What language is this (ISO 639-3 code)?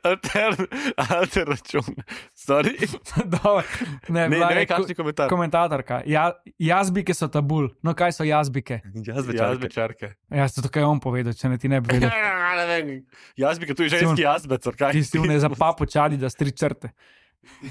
slv